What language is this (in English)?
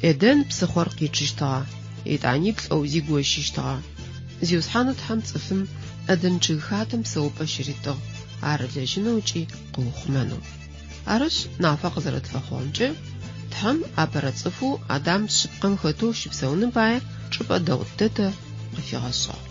Adyghe